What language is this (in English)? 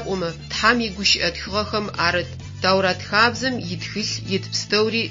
Adyghe